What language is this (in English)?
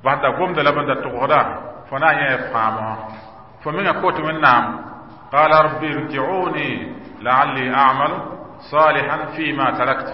Mossi